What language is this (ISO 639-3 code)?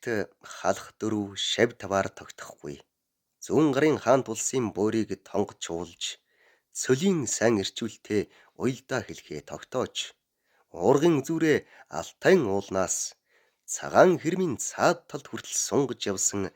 mon